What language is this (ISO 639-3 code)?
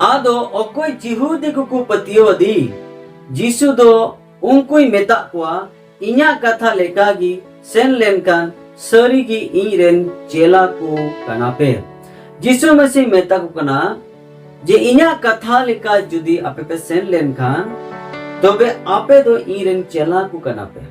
sat